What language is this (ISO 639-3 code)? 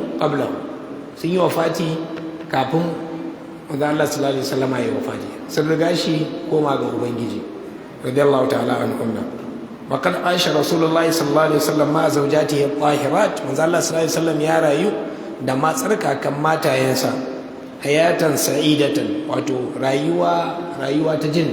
hau